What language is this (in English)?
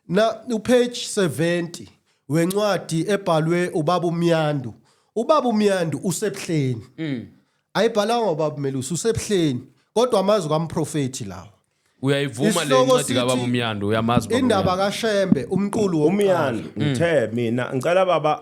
Zulu